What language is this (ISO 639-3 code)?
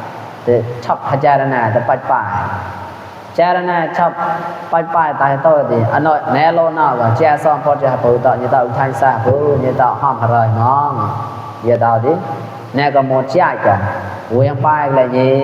mnw